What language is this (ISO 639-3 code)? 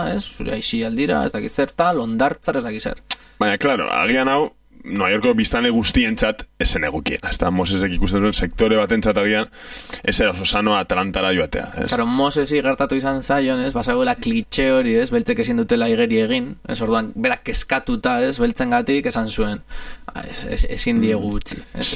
eus